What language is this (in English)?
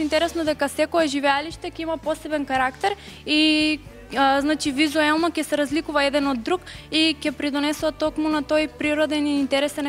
Macedonian